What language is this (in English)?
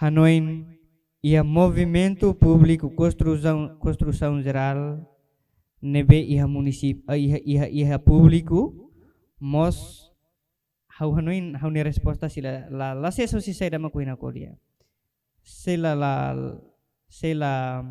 Tetum